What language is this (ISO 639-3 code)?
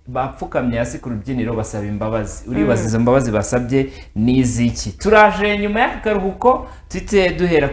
kin